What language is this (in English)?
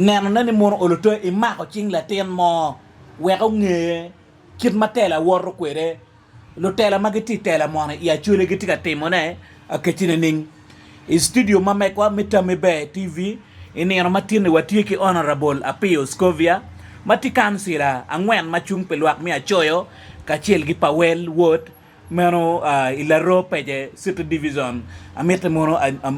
Acoli